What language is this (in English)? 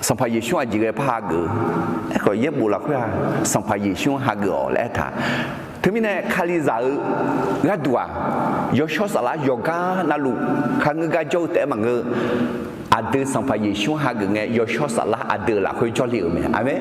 Akha